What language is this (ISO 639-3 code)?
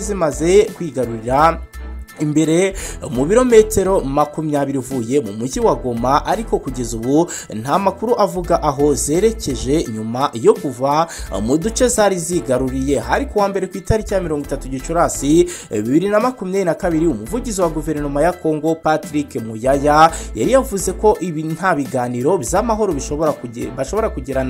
kin